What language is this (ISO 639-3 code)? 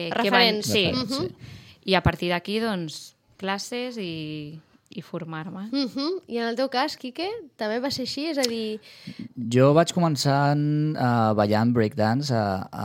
cat